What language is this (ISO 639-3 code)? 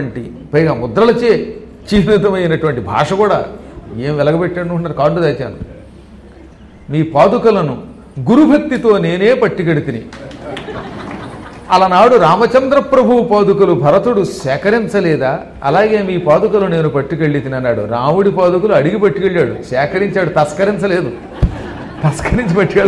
tel